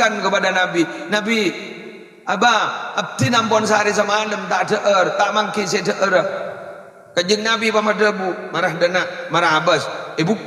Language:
Madurese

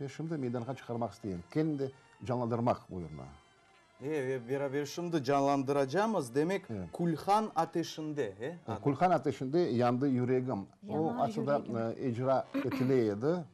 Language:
Crimean Tatar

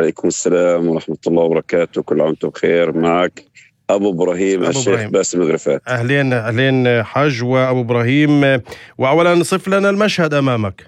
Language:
North Levantine Arabic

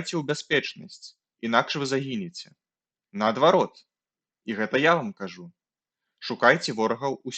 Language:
Belarusian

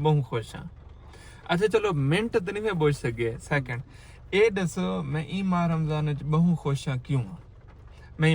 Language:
Saraiki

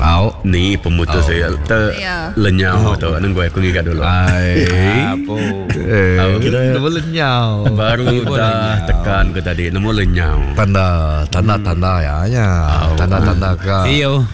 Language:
Iban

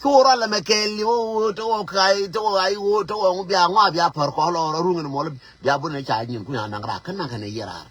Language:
Nuer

